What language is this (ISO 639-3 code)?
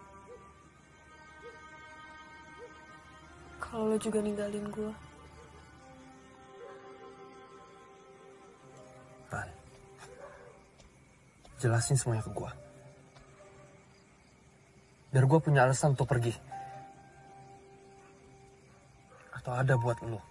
ind